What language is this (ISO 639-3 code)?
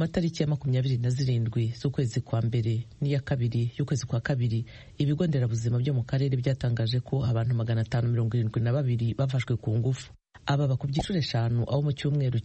kin